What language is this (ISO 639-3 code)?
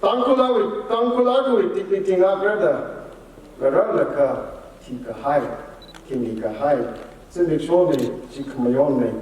nmf